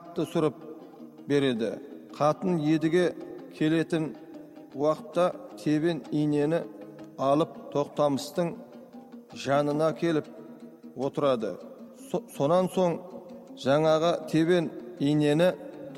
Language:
Kazakh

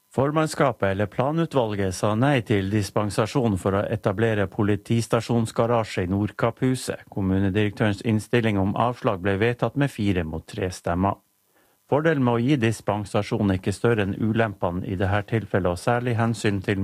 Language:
Norwegian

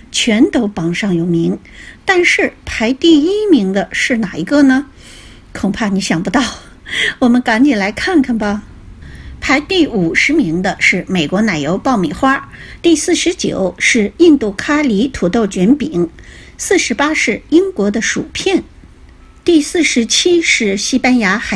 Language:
Chinese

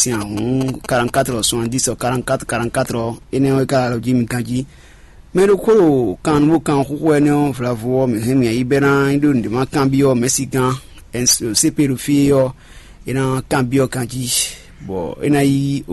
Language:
Fon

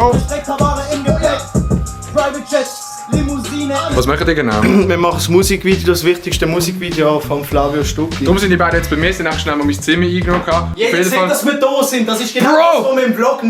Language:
Swiss German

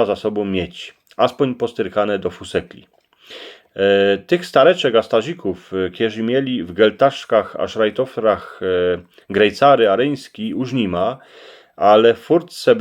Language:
Silesian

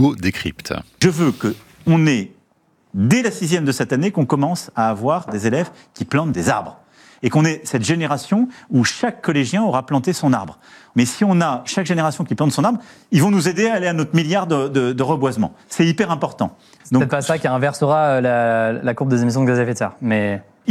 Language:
French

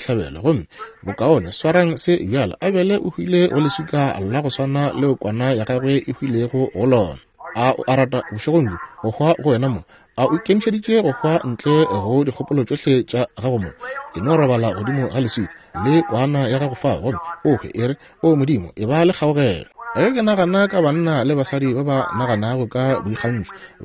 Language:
Northern Sotho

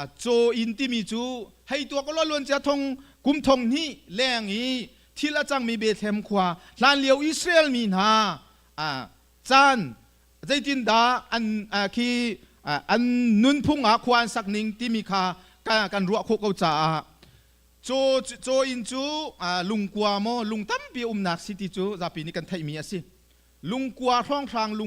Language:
Hakha Chin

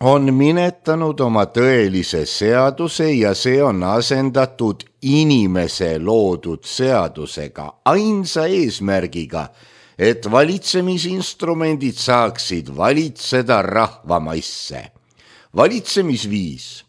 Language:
Estonian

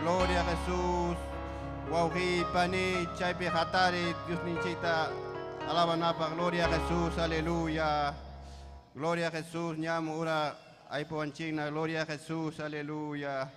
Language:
Ayacucho Quechua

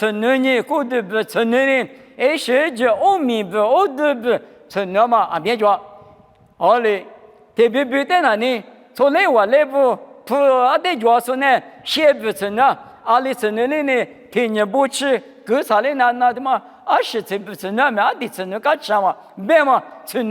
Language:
Lisu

